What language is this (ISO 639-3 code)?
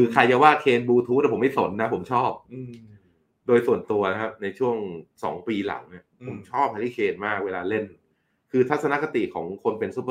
tha